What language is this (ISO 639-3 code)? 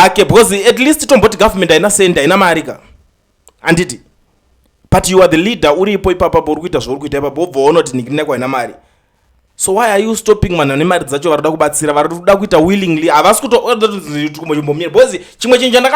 sna